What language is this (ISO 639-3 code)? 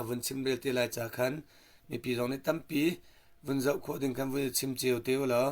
cnh